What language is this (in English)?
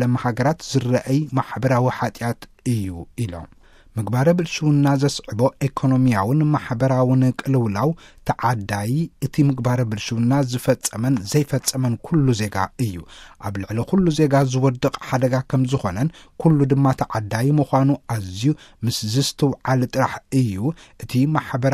Tigrinya